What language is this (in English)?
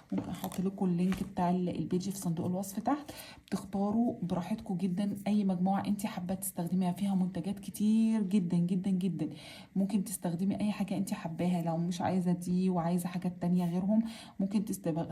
Egyptian Arabic